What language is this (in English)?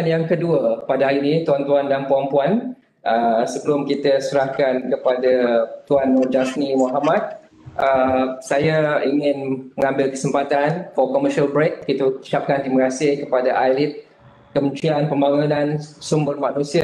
Malay